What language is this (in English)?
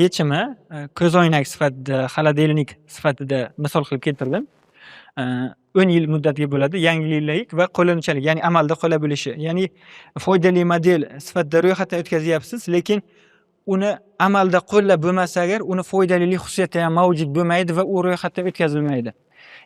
Uzbek